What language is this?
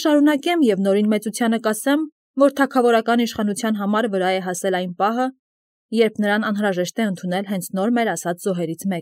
Armenian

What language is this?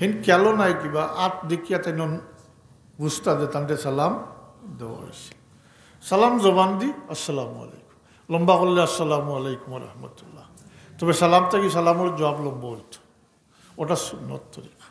Sylheti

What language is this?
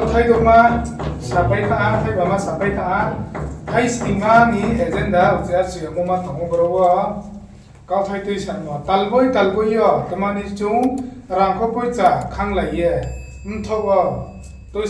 Riang (India)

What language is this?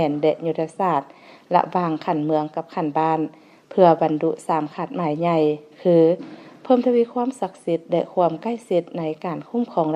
Lao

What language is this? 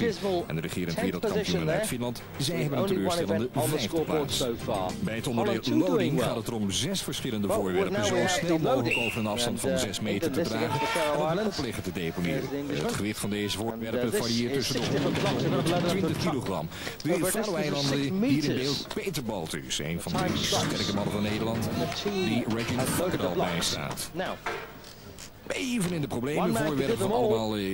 Dutch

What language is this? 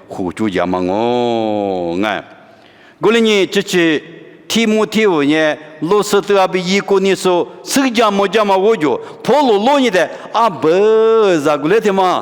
Lisu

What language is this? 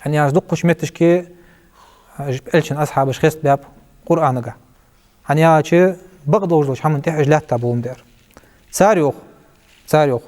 Ingush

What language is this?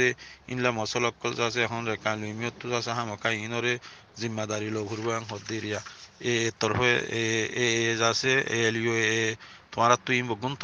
Rohingya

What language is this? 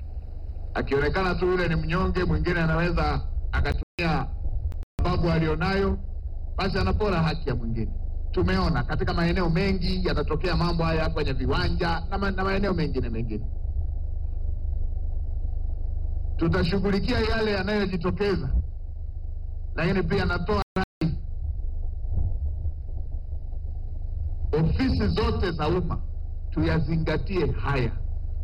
Swahili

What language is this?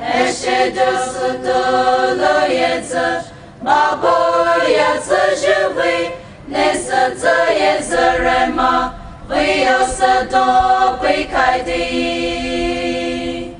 Poumei Naga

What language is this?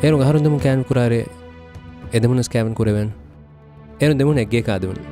Divehi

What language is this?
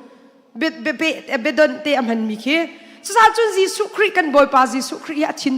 Hakha Chin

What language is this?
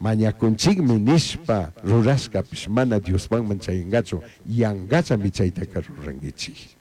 Chimborazo Highland Quichua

